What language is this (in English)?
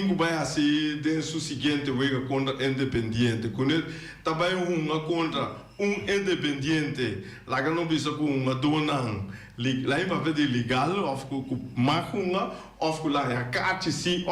Papiamento